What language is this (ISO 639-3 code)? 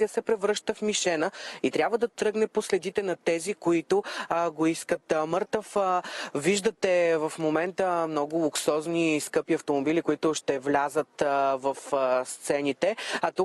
bul